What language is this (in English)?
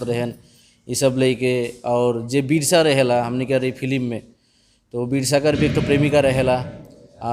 Sadri